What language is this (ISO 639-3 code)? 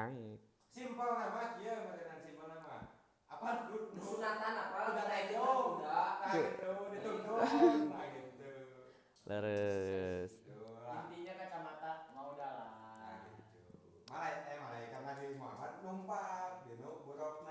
sun